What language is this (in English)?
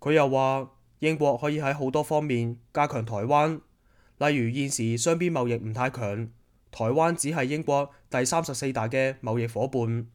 Cantonese